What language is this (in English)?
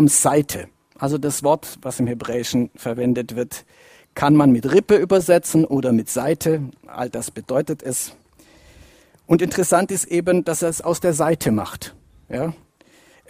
German